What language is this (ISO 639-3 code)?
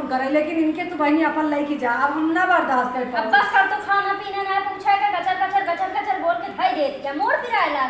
awa